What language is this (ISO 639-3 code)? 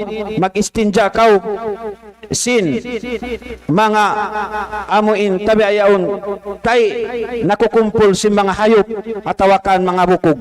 tsg